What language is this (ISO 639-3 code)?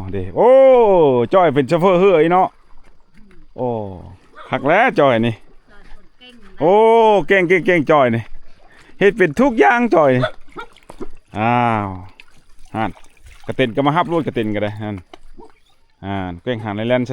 lao